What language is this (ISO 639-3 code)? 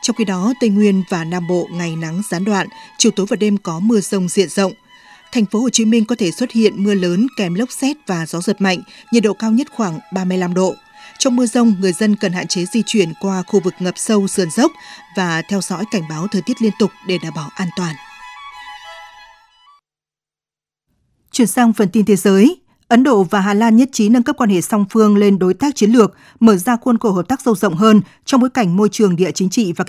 vie